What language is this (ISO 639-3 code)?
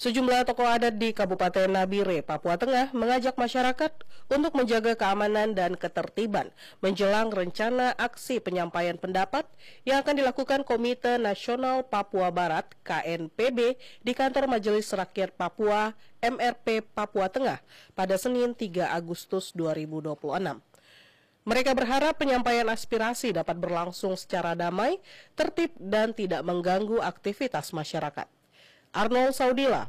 ind